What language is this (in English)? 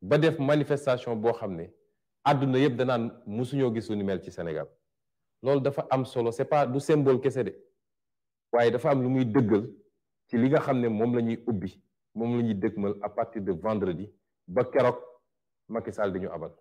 Wolof